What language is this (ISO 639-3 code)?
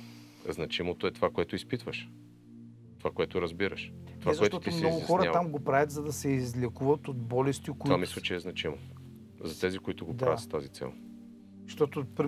bul